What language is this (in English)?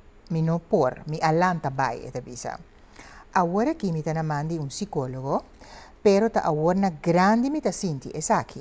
Papiamento